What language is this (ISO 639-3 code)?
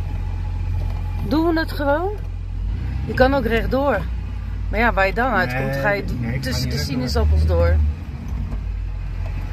nld